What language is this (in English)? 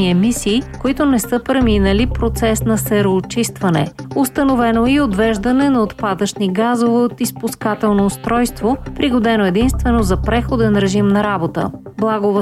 Bulgarian